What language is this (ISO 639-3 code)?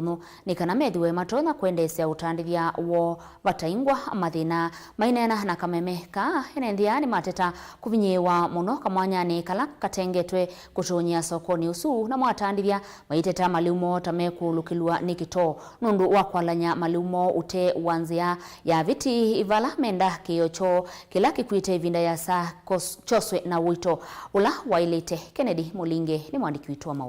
kam